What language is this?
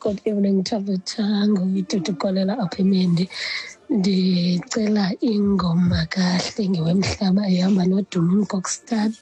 Xhosa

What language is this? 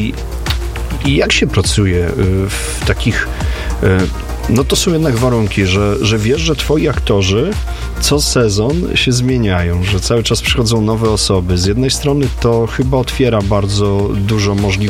Polish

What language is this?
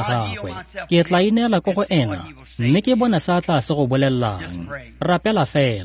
Tswana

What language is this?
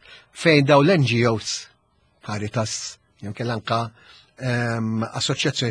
Maltese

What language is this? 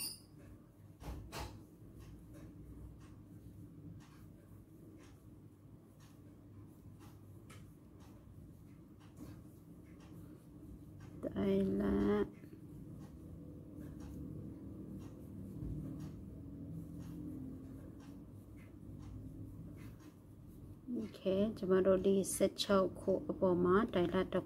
Burmese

